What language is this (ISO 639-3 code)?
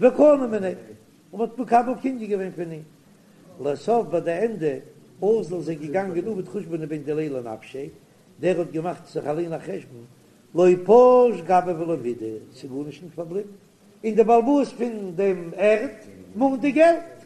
yid